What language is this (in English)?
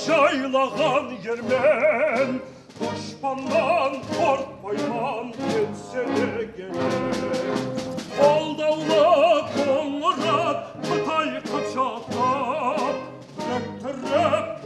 Kara-Kalpak